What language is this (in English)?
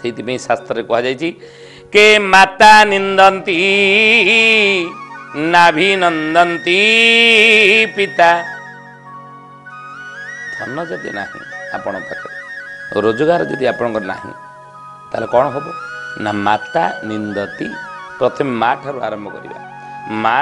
Odia